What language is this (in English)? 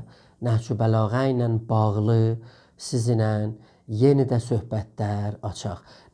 South Azerbaijani